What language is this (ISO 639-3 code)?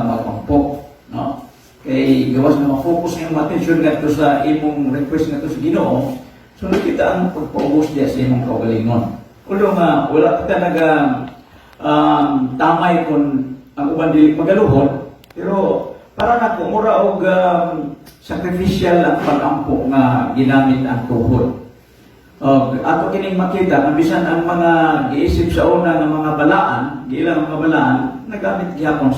ceb